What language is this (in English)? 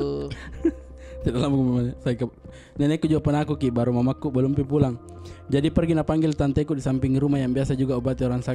Makassar Malay